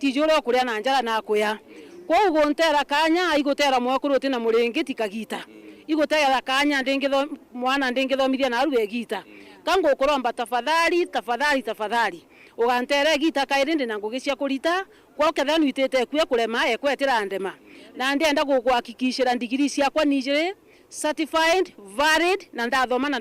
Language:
Meru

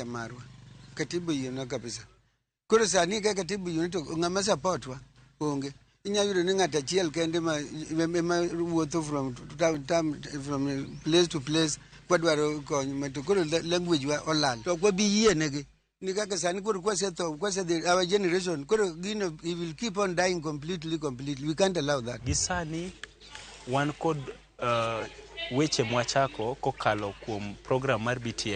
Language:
Luo (Kenya and Tanzania)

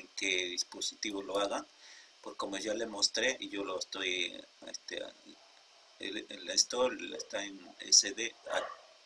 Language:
Spanish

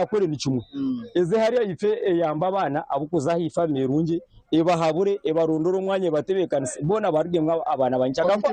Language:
Nyankole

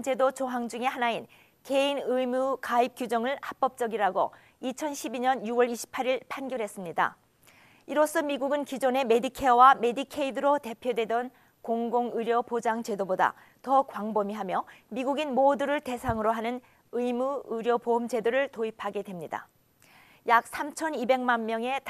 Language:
Korean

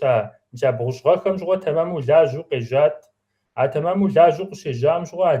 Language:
Kabardian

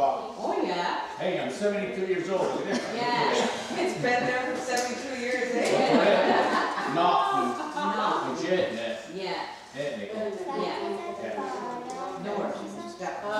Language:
Mohawk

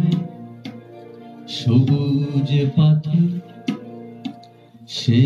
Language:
Bangla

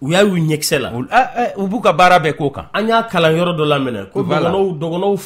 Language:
Bambara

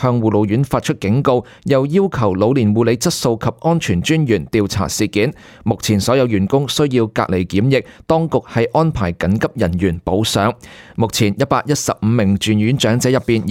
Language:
Cantonese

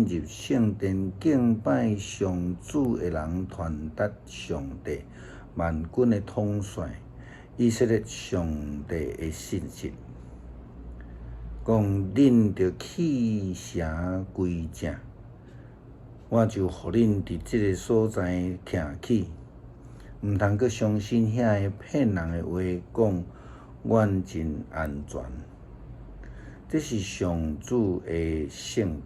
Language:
Min Nan Chinese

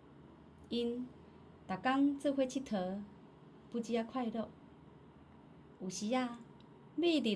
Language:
Min Nan Chinese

